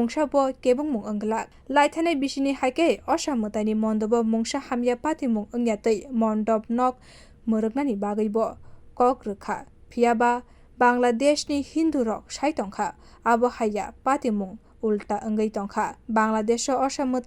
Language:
Kok Borok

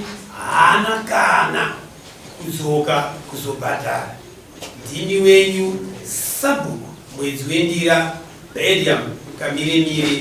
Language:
Shona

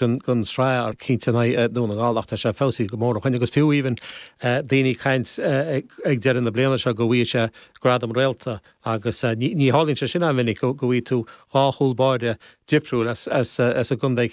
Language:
Irish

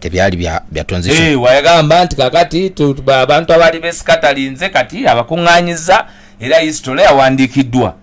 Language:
Ganda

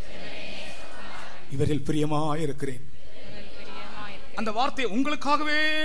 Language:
Tamil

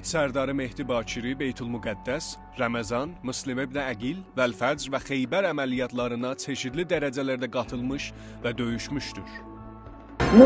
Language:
South Azerbaijani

